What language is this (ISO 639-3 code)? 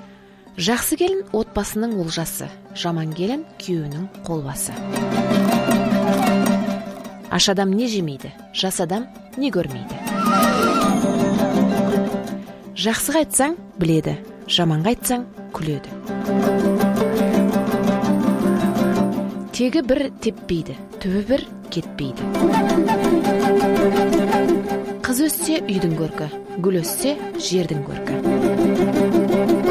kaz